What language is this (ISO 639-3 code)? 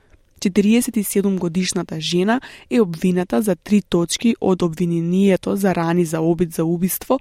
mkd